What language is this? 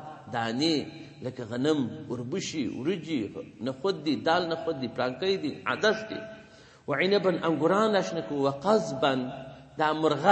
Pashto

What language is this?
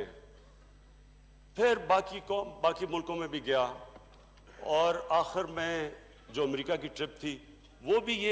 Hindi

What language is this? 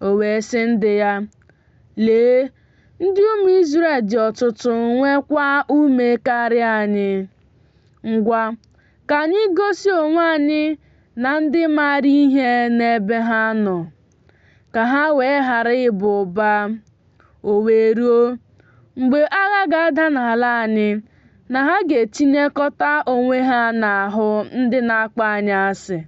Igbo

